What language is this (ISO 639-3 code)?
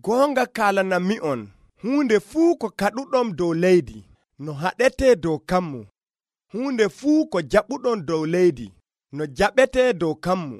fuv